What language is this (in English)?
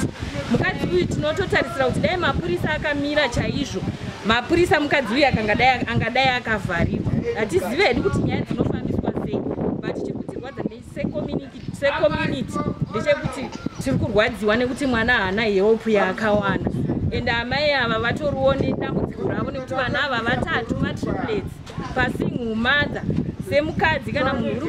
Shona